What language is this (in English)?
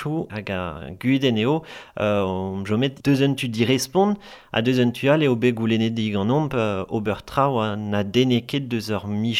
Breton